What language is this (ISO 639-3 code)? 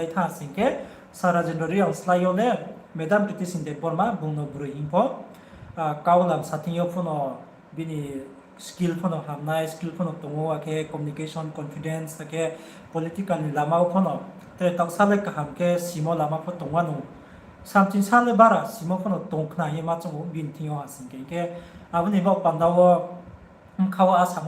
ria